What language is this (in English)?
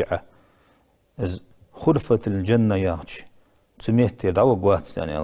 Ingush